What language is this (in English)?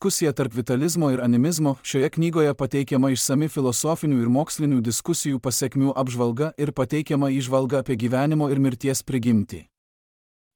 Lithuanian